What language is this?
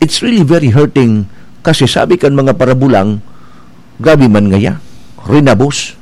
Bikol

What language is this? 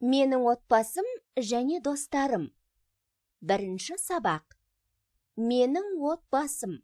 Kazakh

